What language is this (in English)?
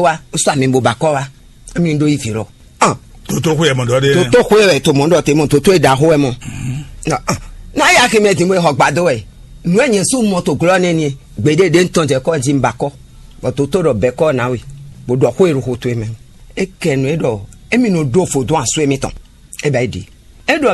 Fon